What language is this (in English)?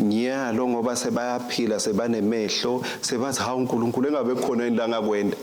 Swati